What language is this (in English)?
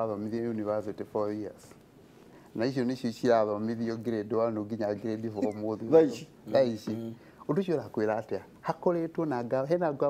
Kikuyu